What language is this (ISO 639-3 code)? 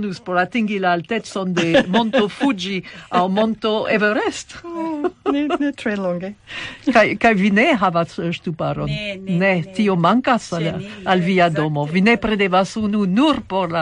epo